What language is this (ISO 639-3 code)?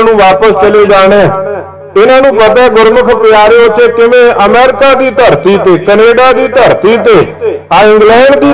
pan